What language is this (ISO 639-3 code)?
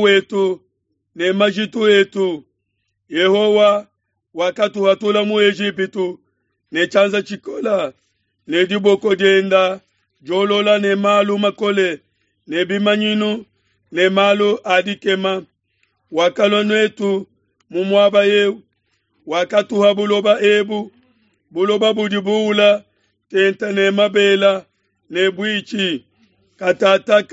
lua